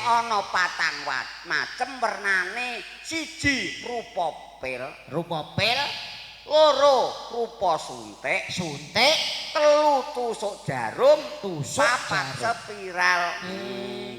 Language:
Javanese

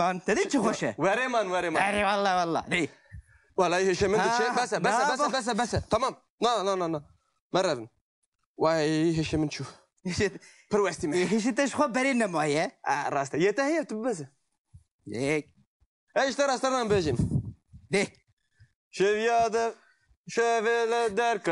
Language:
Kurdish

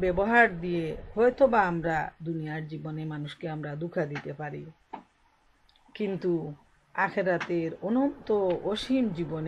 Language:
Bangla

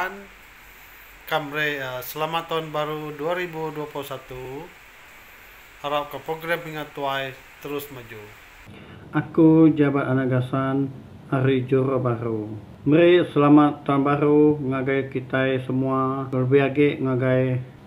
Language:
Iban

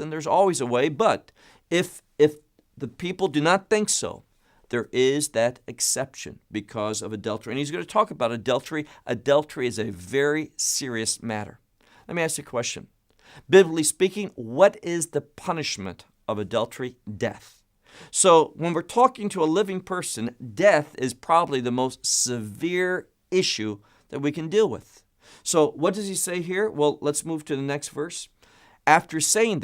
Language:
English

